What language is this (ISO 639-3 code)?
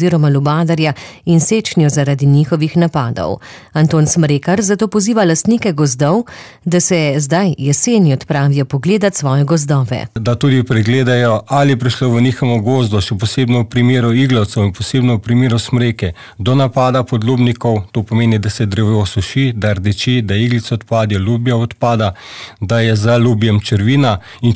slv